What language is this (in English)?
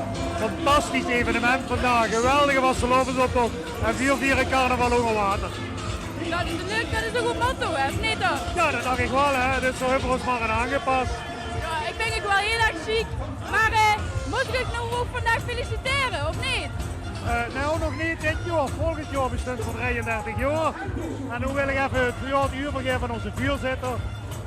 Limburgish